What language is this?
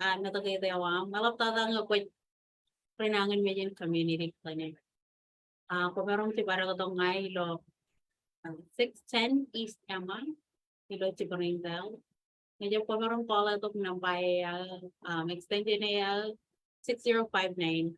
Marshallese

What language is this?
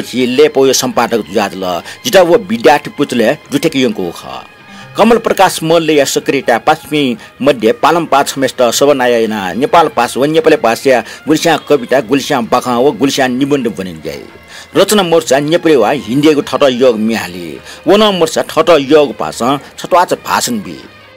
Newari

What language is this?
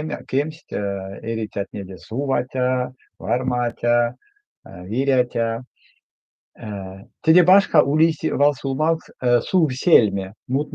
Erzya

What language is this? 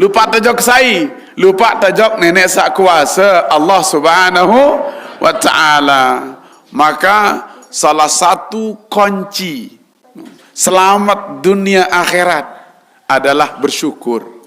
Sasak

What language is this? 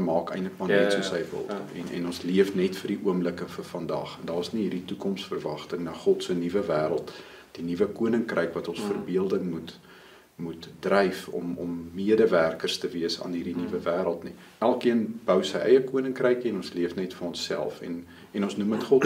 Afrikaans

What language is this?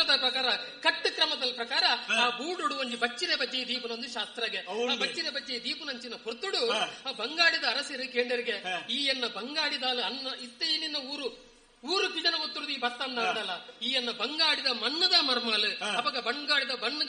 Tulu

